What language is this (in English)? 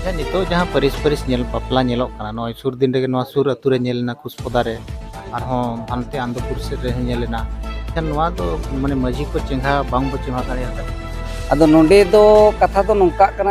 Santali